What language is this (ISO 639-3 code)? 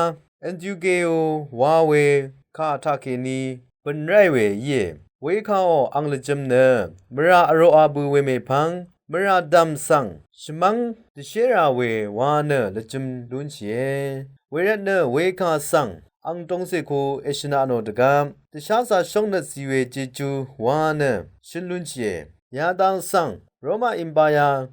raw